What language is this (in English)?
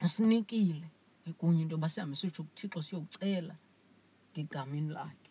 Xhosa